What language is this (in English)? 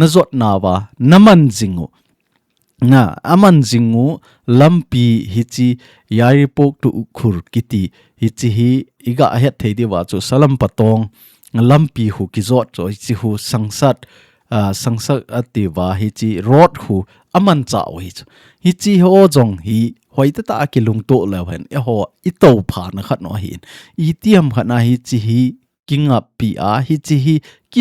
Thado Chin